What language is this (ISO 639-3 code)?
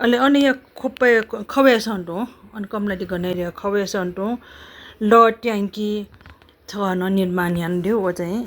new